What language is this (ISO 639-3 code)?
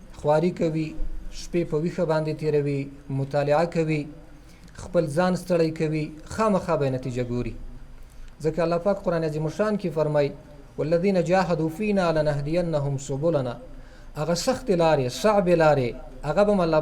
pus